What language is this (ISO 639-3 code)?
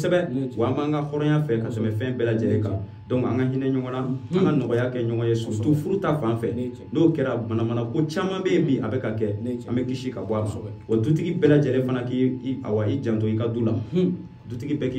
bam